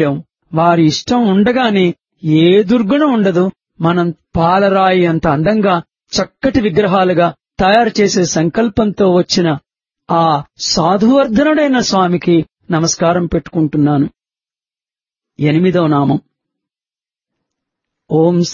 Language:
Telugu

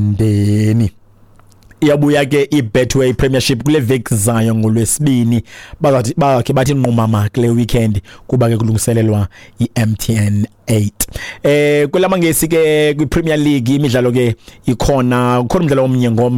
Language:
Xhosa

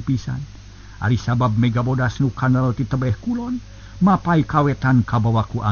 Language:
Sundanese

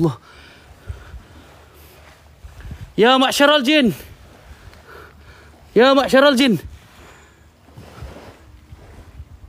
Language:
Malay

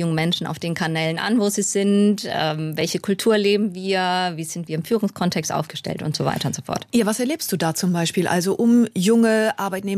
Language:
German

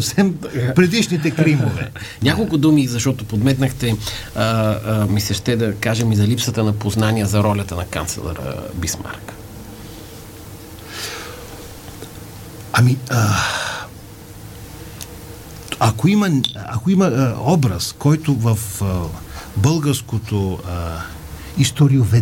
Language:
Bulgarian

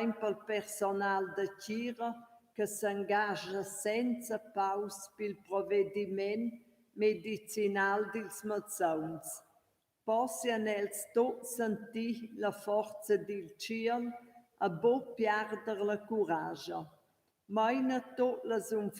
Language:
Romansh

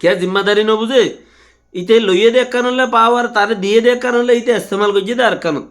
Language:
Rohingya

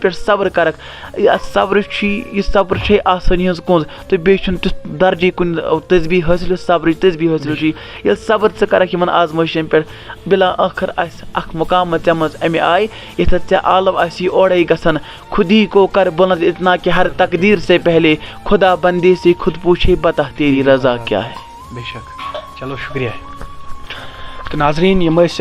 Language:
Kashmiri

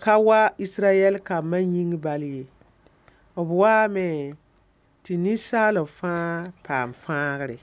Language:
Mossi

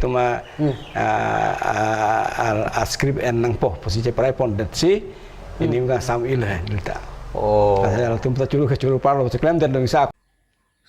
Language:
Karbi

